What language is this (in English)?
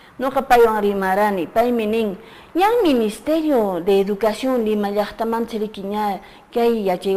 Quechua